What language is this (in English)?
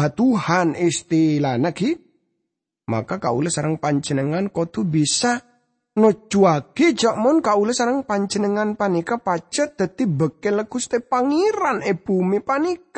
Madurese